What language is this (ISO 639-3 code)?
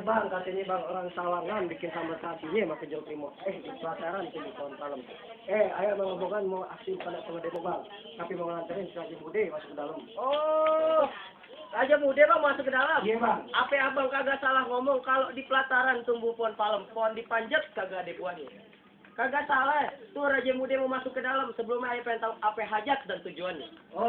bew